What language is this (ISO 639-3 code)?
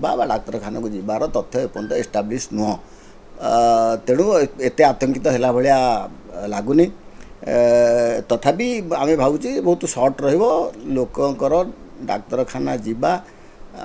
ori